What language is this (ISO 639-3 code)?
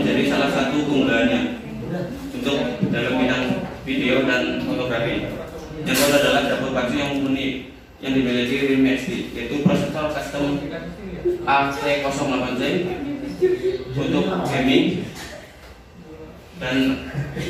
ind